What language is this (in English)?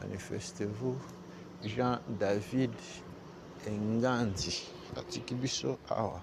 Lingala